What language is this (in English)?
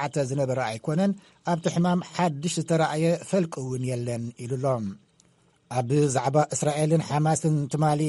Tigrinya